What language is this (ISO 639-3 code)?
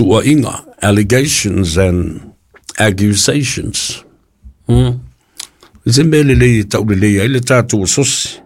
smo